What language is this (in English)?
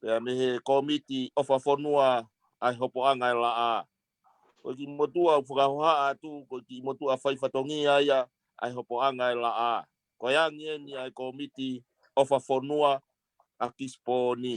Tongan